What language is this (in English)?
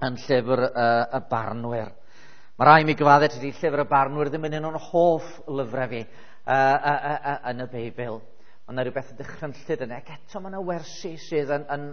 Welsh